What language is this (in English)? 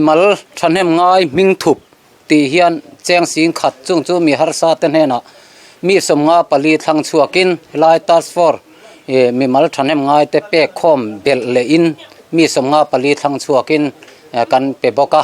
Mizo